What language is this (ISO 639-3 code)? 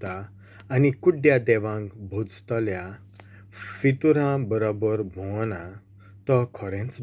kok